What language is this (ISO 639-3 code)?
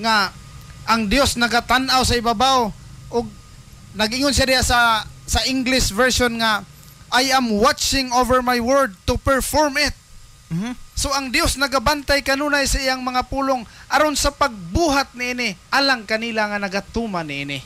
ceb